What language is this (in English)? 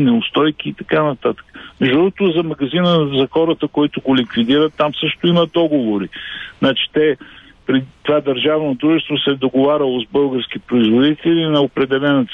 Bulgarian